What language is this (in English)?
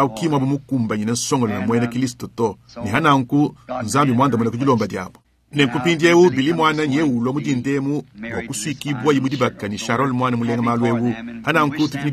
Luba-Lulua